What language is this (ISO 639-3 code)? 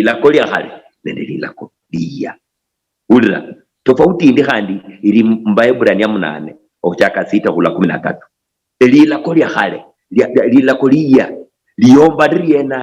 luy